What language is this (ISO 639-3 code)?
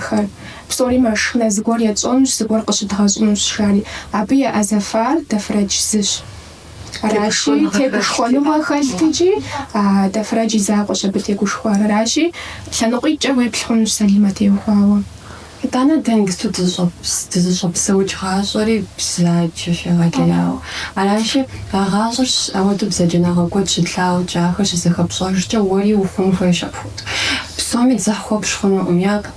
kbd